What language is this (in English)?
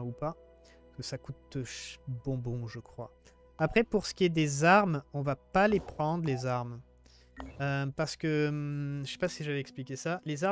French